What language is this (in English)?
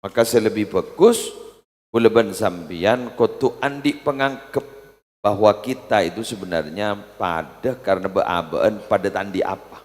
Madurese